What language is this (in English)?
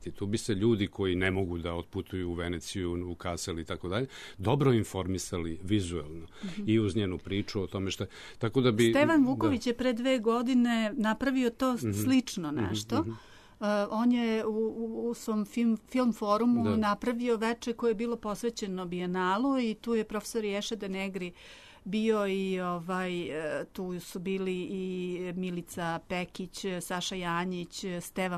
Serbian